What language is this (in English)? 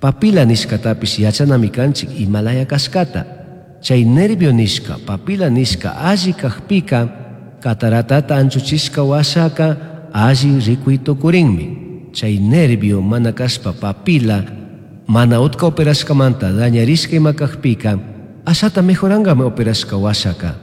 Chimborazo Highland Quichua